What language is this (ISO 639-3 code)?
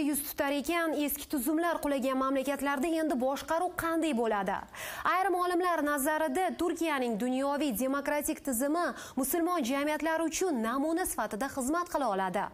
uzb